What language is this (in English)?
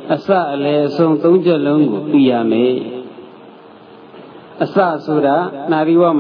Burmese